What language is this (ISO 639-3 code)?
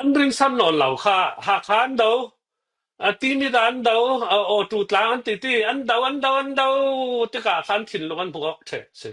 cfm